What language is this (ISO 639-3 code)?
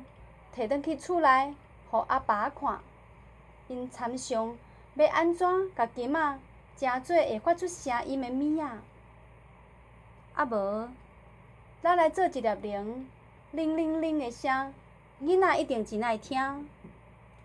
nan